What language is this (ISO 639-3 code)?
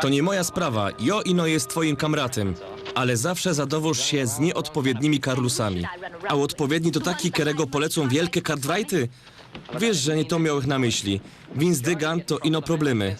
szl